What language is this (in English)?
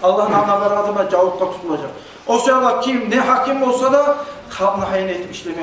Kumyk